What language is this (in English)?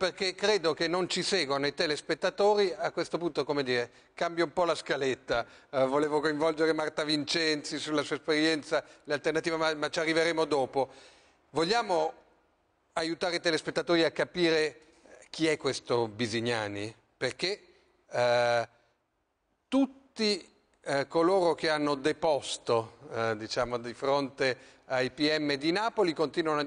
Italian